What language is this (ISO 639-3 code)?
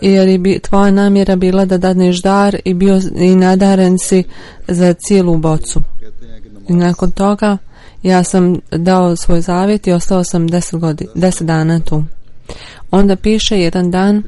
bos